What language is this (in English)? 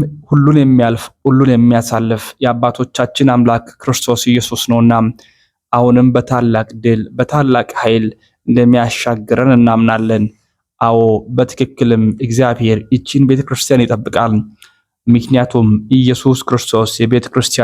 Amharic